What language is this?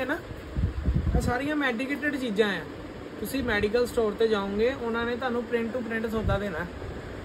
Punjabi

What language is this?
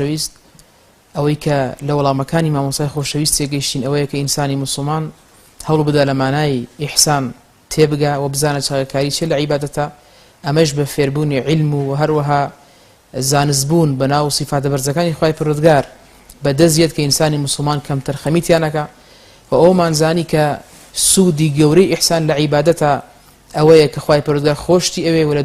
Central Kurdish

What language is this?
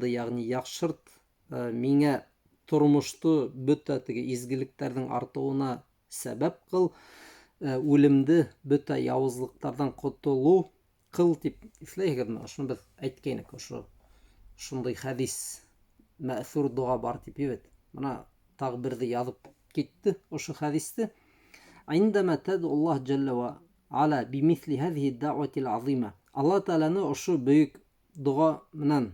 Bashkir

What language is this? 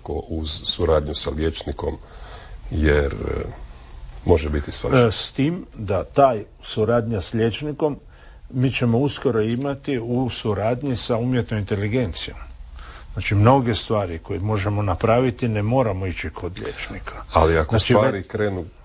Croatian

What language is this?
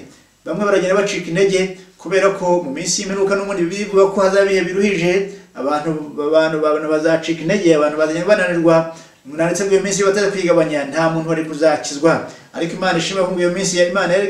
Kinyarwanda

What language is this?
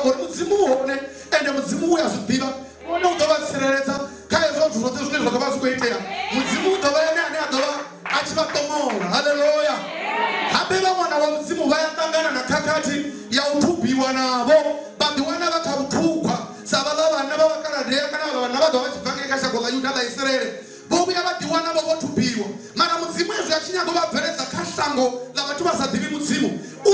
Venda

